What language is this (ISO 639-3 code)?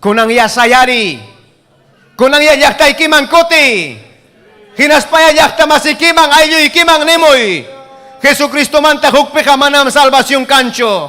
quy